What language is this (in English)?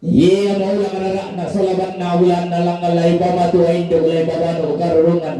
Toraja-Sa'dan